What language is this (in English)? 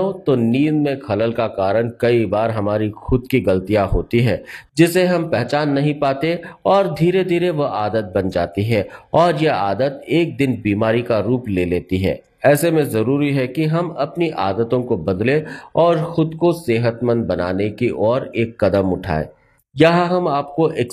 Hindi